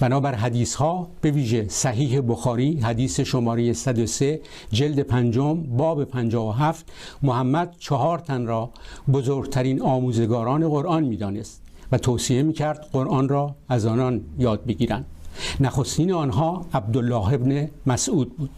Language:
Persian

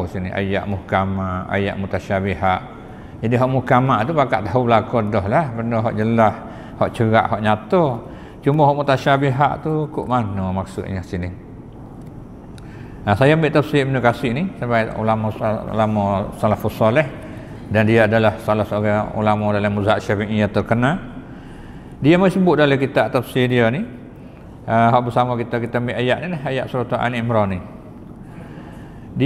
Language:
Malay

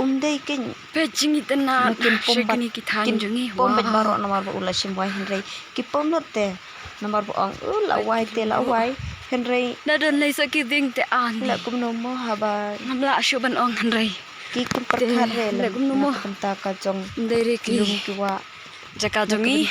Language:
Khasi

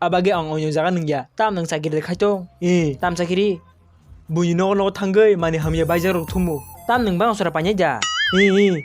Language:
Kok Borok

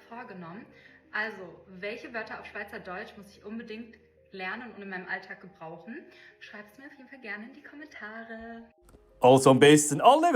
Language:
Swiss German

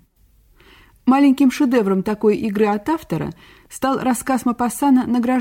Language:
Russian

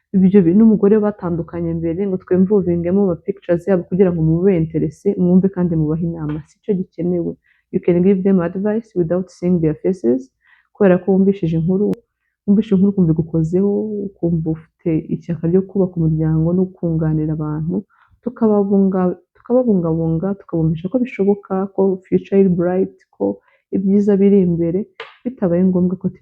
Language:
Kinyarwanda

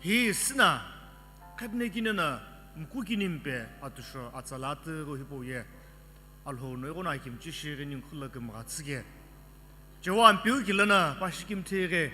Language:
Sumi Naga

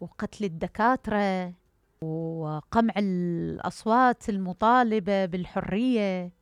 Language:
Mesopotamian Arabic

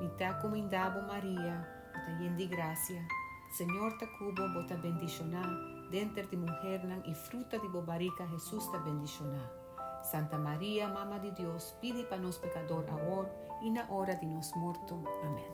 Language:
Papiamento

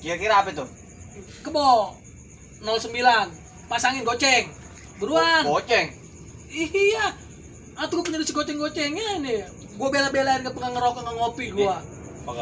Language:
Betawi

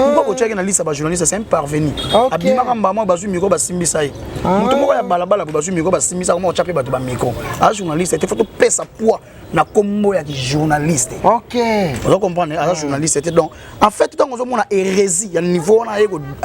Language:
Lingala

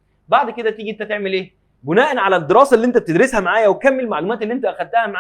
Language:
Egyptian Arabic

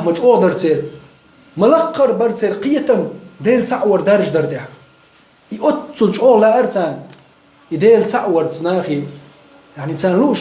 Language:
Chechen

